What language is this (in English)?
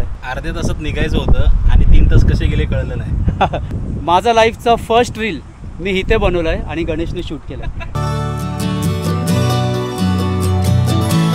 Marathi